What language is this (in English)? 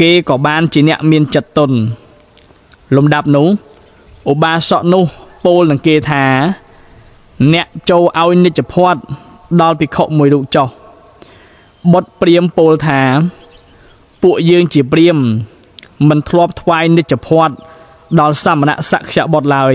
Khmer